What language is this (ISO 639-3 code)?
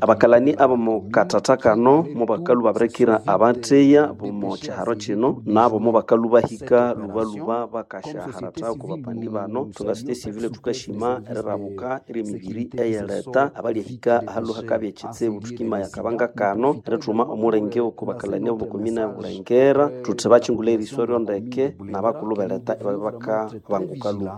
nnb